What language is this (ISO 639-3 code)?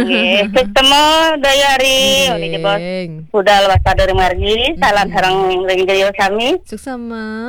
ban